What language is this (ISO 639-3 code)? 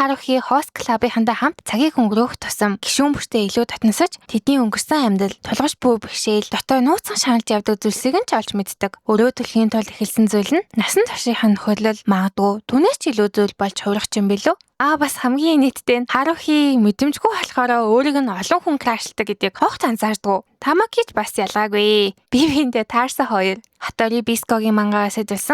mon